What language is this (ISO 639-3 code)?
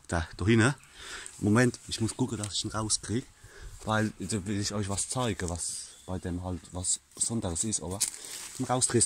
pfl